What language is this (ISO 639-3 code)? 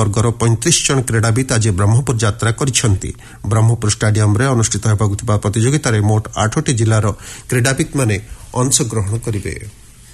ori